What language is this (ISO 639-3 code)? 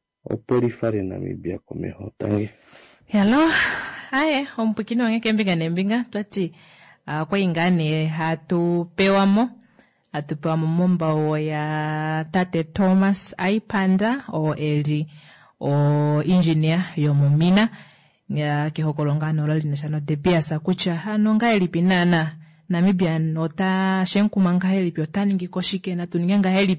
kua